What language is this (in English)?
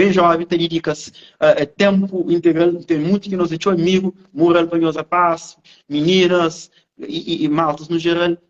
Kabuverdianu